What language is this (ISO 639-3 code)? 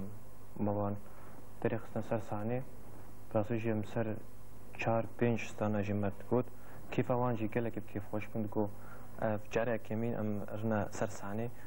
kur